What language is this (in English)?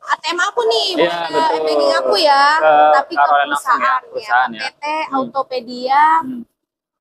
Indonesian